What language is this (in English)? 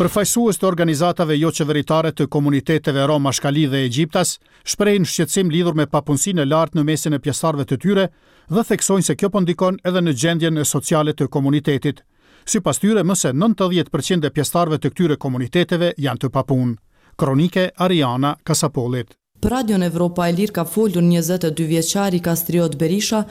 Albanian